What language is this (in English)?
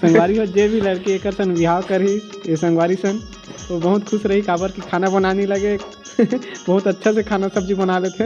Chhattisgarhi